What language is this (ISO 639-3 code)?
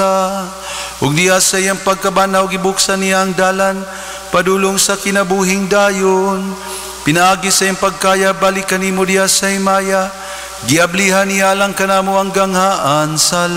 ceb